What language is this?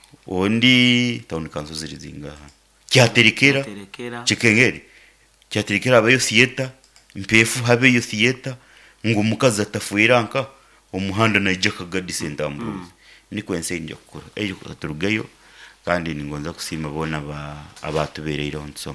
Nyankole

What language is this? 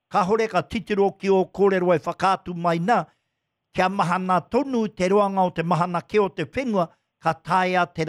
Māori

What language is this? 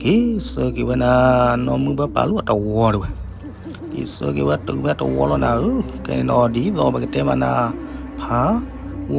S'gaw Karen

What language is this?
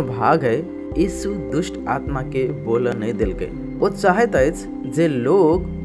Maithili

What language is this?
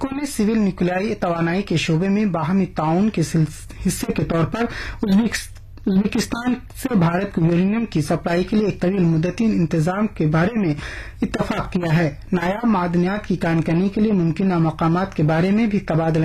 Urdu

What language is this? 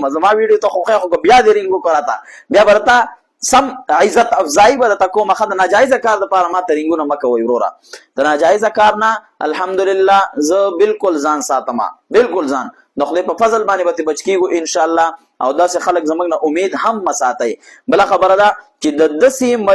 Pashto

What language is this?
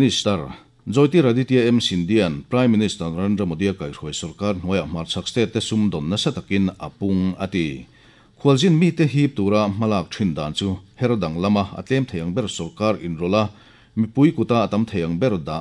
Mizo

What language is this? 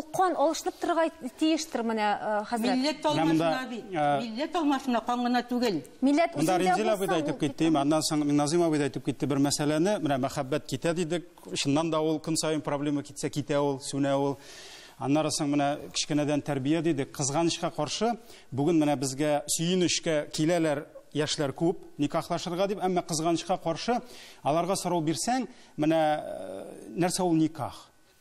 Tatar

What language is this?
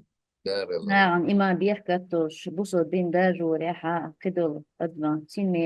Chechen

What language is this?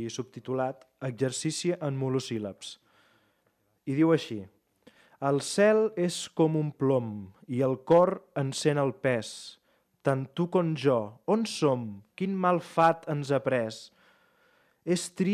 Catalan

